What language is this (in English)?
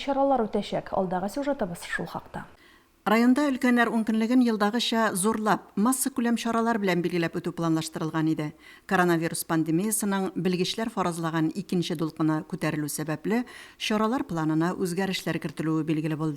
Tatar